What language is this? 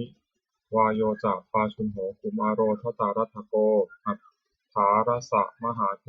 Pali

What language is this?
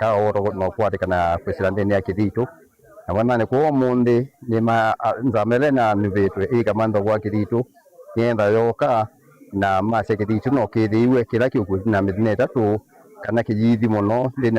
Kamba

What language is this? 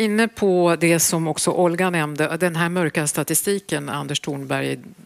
Swedish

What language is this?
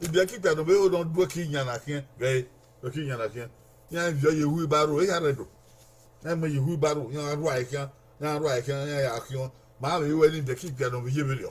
Bini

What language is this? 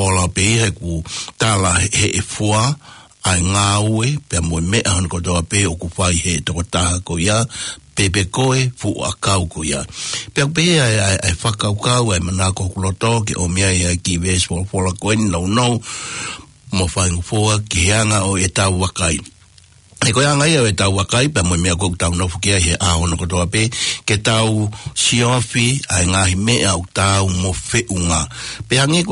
Tongan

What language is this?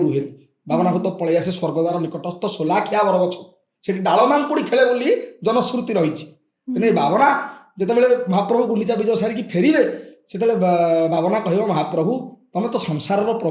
Odia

